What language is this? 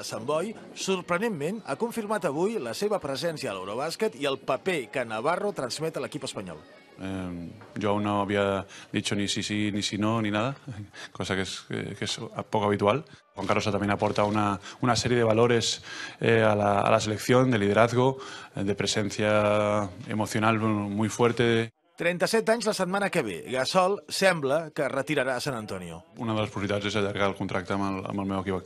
Catalan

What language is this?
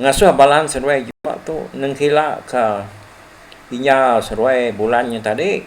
Iban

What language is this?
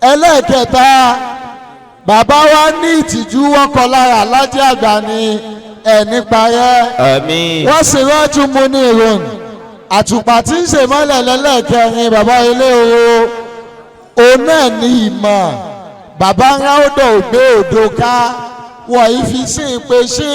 Yoruba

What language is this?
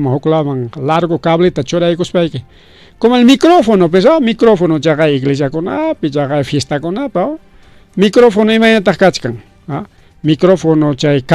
Ayacucho Quechua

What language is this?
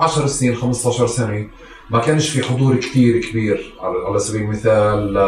North Levantine Arabic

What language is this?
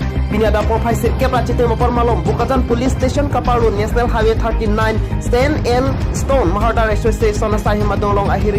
Karbi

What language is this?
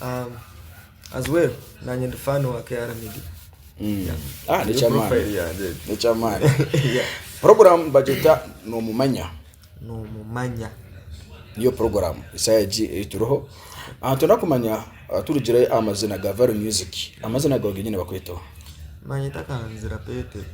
Nyankole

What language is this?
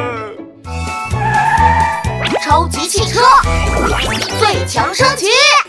Chinese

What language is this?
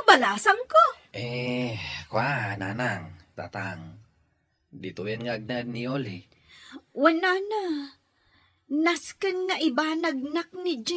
Iloko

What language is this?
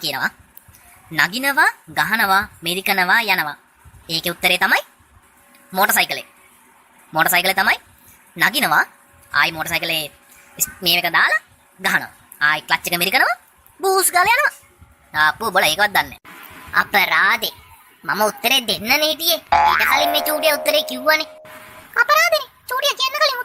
Sinhala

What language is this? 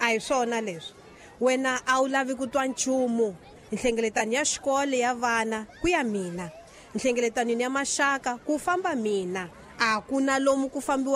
Tsonga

